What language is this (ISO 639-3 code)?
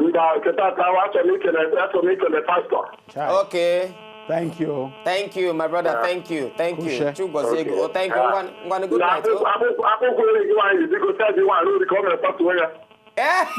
pcm